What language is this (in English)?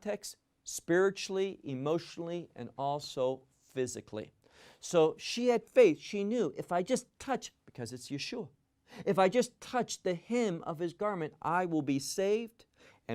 English